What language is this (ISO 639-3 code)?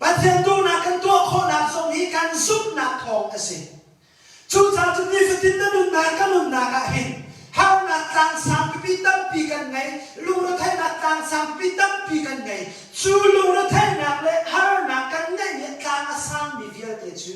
cnh